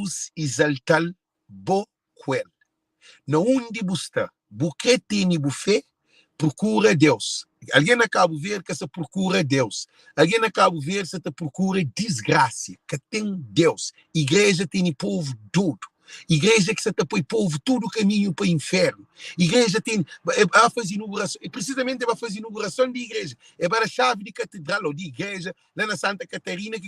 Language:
Kabuverdianu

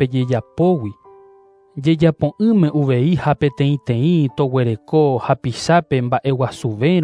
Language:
Guarani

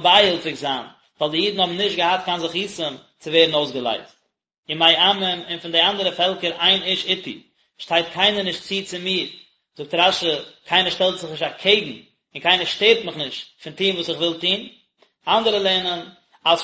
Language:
Yiddish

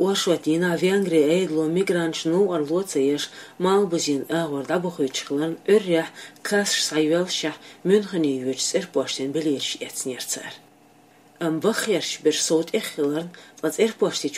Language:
Chechen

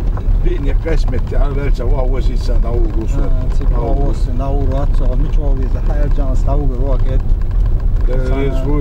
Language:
Chechen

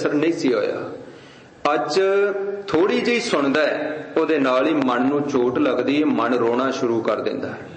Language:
Punjabi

